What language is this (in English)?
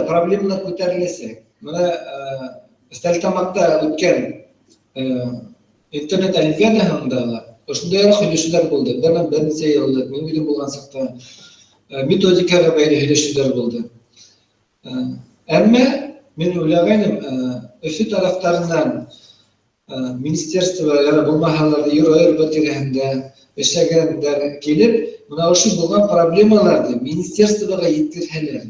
Bashkir